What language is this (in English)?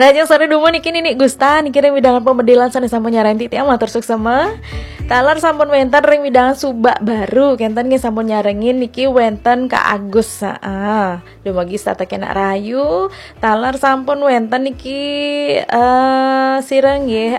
Balinese